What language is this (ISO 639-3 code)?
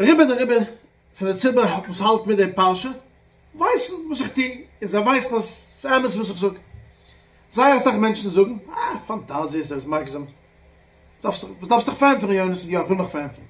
yid